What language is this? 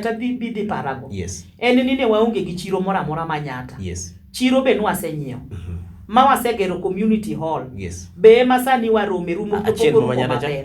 Luo (Kenya and Tanzania)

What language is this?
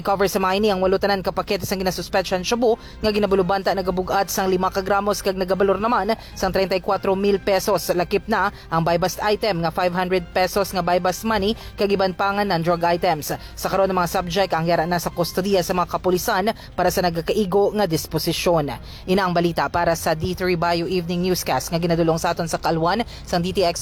Hiligaynon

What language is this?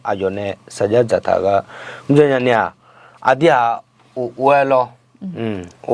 Akha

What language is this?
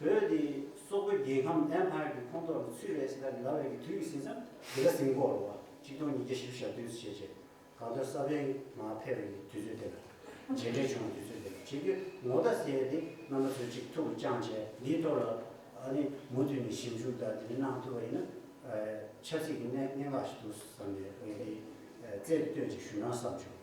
Tibetan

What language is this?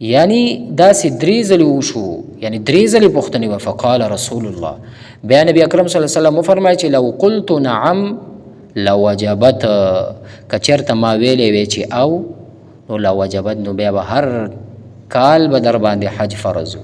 Pashto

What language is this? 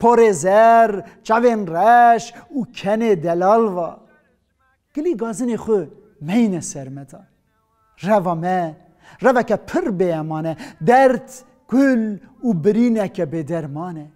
Kurdish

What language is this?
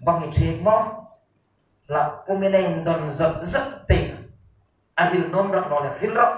Hmar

